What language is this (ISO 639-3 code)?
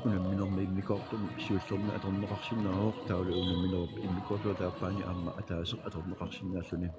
kal